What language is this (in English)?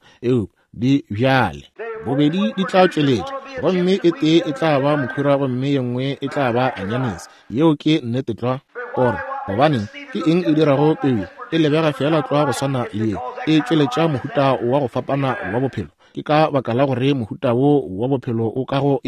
Northern Sotho